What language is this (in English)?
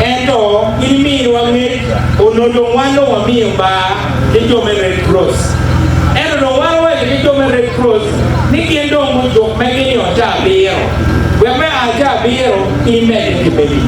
Acoli